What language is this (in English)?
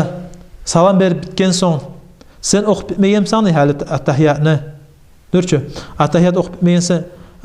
Kumyk